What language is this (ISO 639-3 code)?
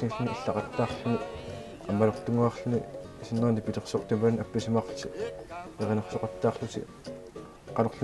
kal